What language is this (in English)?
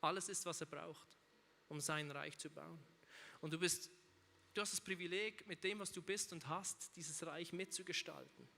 Swiss German